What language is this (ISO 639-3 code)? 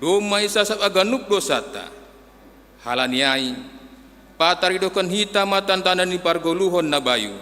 bts